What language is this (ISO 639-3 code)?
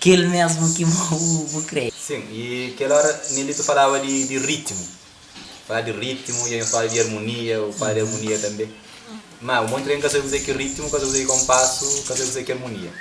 kea